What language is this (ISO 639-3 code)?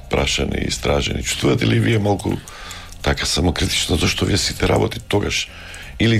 mkd